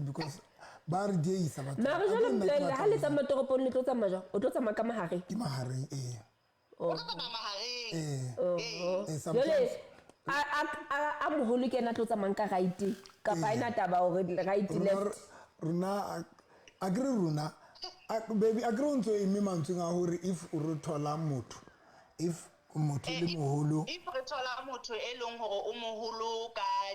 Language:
Southern Sotho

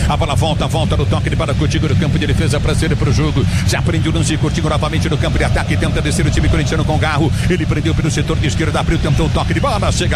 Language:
Portuguese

